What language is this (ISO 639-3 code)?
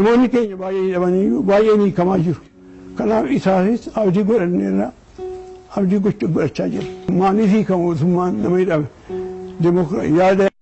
orm